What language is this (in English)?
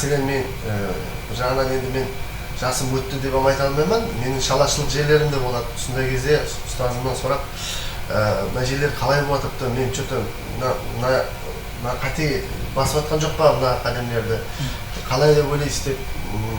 Kara-Kalpak